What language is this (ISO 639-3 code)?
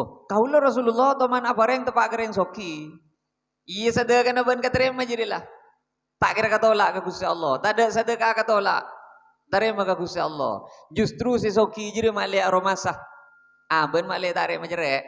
mad